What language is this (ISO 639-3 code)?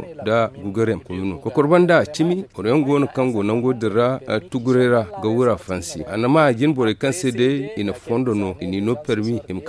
dje